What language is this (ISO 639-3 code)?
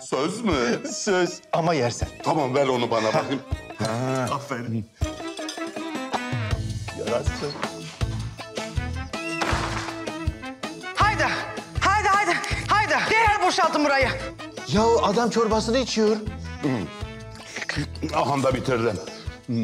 tur